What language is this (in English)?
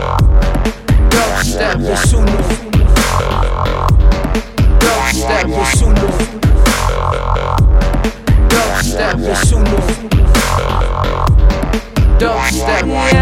Hindi